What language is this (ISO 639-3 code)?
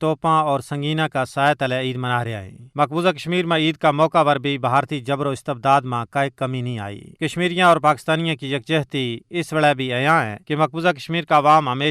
gju